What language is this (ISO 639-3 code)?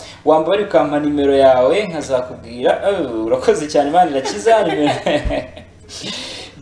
kin